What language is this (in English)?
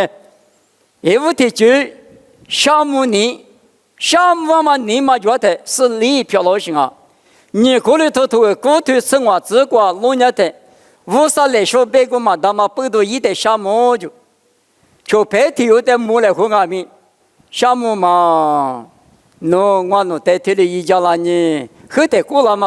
Lisu